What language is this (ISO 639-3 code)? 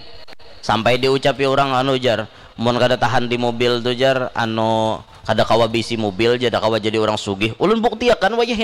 bjn